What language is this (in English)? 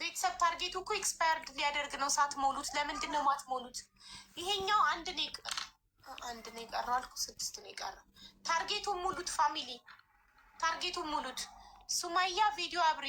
Amharic